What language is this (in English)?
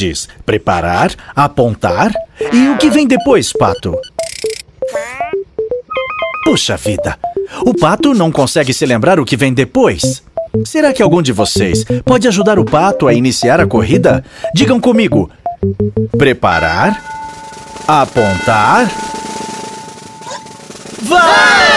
Portuguese